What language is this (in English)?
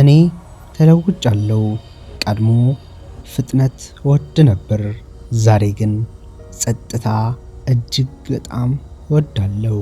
Amharic